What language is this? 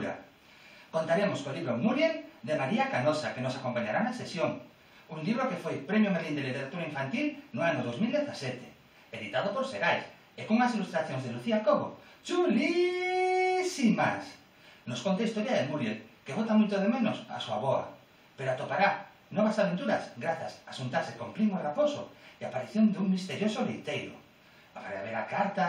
Galician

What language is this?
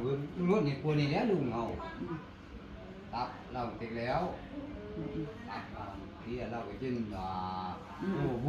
Northeastern Thai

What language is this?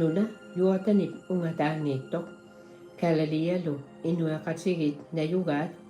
Kalaallisut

